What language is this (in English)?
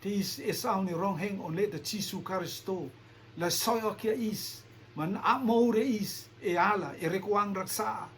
Rotuman